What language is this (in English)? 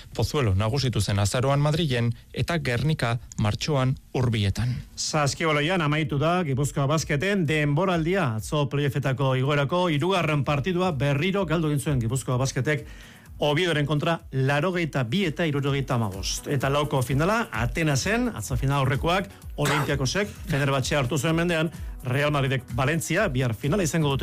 Basque